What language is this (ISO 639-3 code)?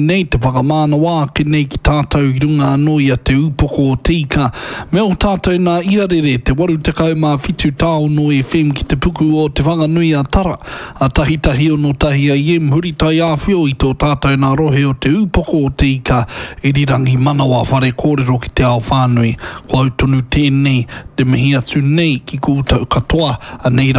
mri